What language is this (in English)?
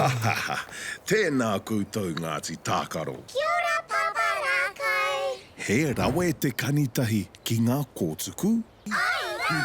Māori